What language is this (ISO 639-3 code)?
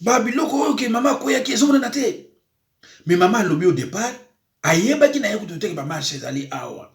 lin